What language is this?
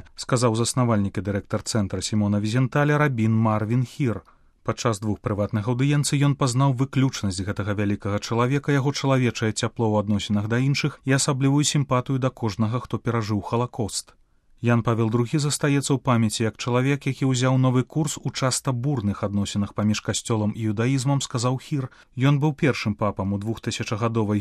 Belarusian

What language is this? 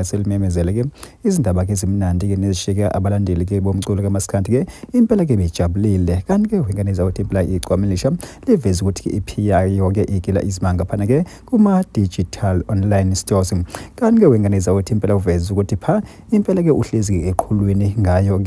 Zulu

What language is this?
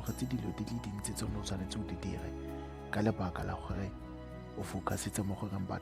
Tswana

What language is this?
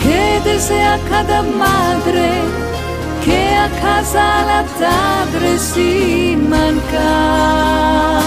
Ladino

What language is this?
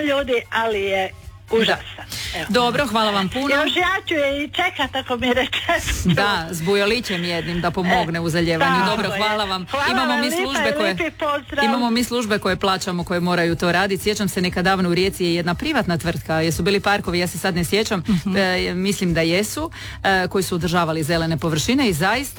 Croatian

